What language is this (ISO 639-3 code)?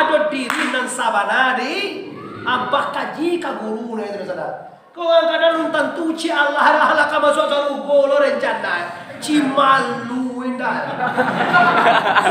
min